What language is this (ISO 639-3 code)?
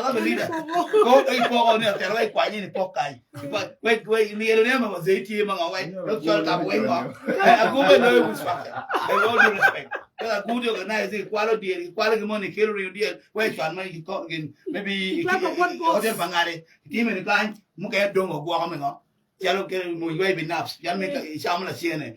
ach